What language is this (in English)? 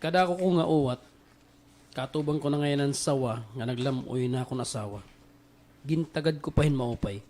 Waray